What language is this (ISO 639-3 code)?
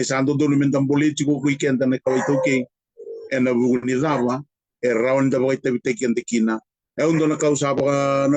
fij